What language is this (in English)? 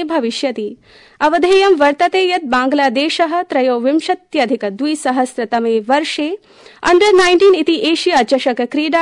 Sanskrit